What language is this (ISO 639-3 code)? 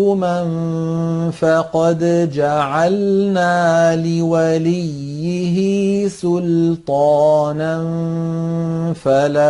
ara